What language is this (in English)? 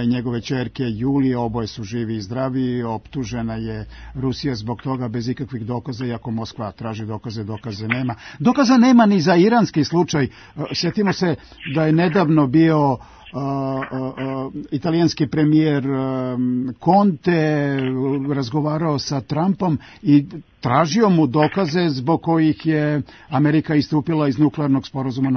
Serbian